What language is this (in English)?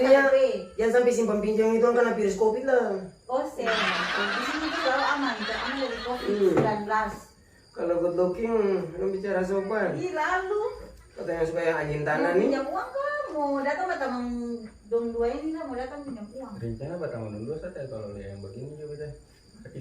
Ambonese Malay